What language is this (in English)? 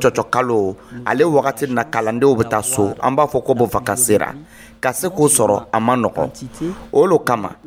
Dyula